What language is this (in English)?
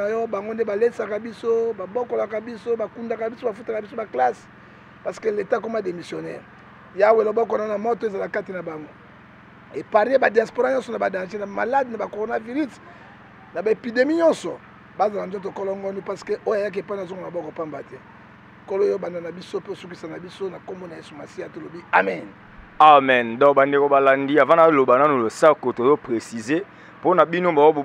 Lingala